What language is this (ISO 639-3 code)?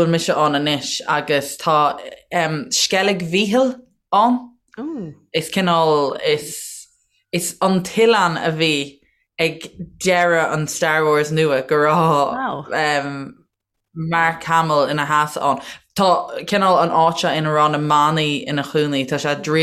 gle